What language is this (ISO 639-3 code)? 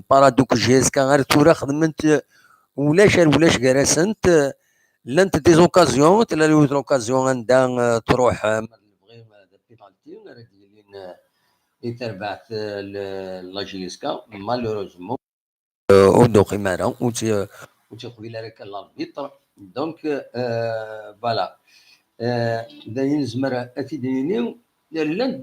kab